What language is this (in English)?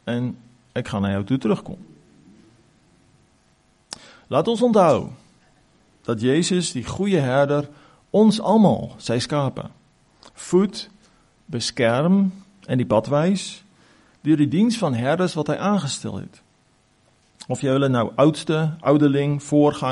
Afrikaans